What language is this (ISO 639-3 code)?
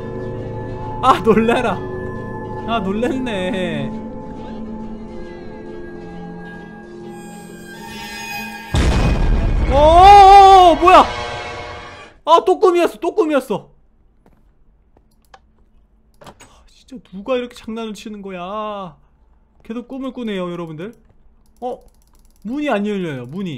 kor